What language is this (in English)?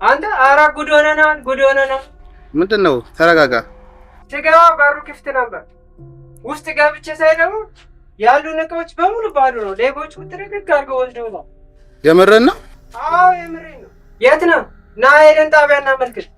Amharic